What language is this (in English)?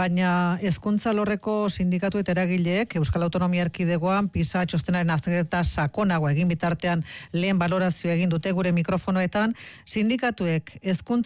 Basque